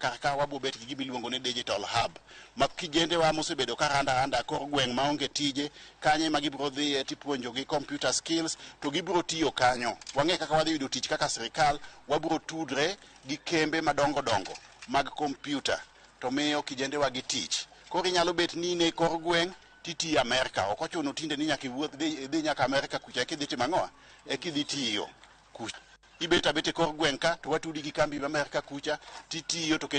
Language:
Luo (Kenya and Tanzania)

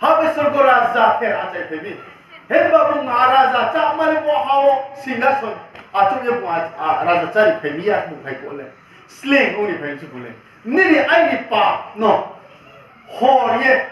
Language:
Riang (India)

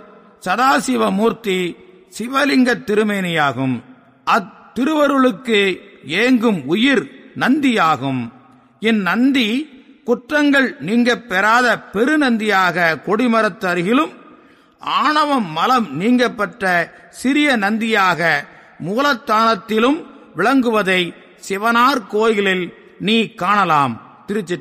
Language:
Tamil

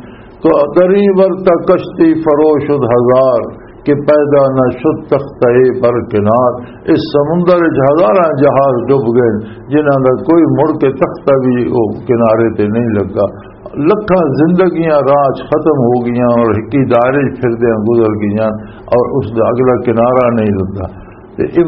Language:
Western Panjabi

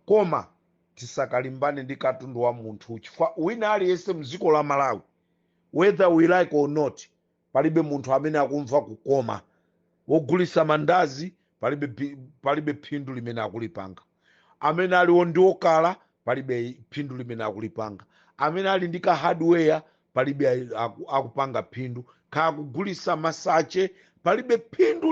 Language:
Nyanja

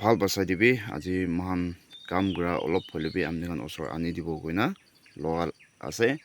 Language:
Naga Pidgin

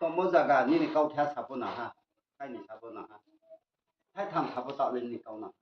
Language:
Riang (India)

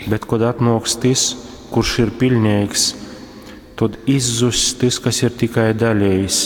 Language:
Latgalian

